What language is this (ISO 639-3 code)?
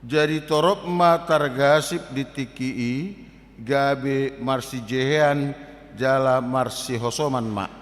bbc